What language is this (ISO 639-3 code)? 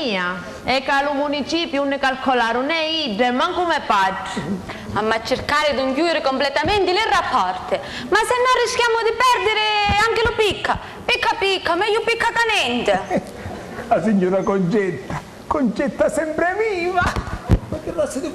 scn